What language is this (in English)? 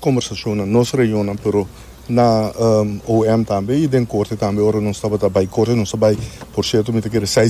Papiamento